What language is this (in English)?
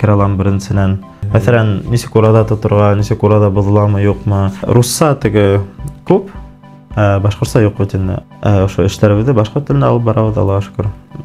Bashkir